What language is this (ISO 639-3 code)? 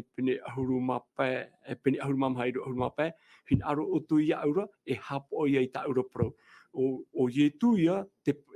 tah